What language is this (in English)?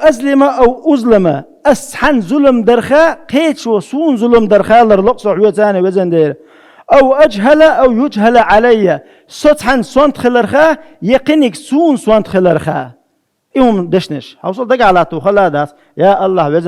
Chechen